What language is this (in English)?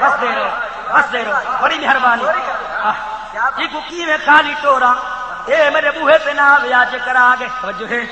Saraiki